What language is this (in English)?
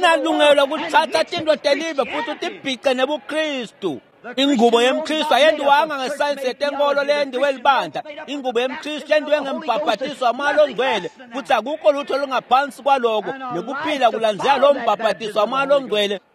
Swati